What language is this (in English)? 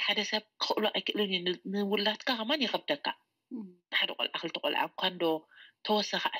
Tigrinya